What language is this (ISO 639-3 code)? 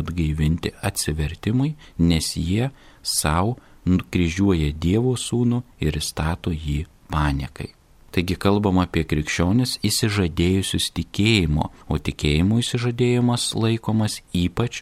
lit